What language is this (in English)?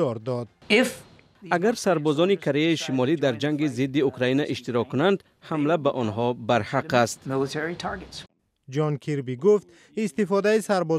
Tajik